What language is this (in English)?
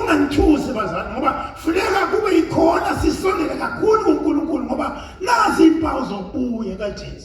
Zulu